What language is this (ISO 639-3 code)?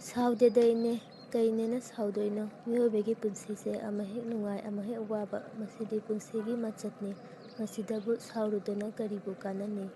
mni